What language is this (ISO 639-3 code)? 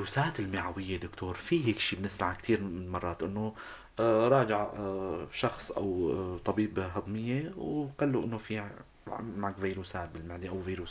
apc